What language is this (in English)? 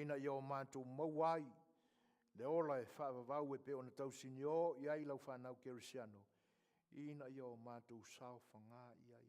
Samoan